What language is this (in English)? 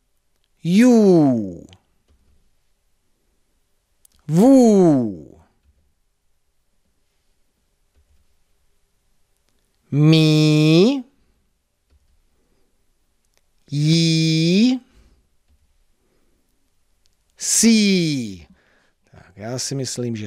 Czech